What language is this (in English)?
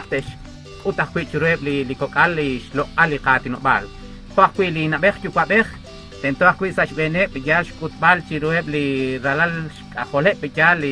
Kekchí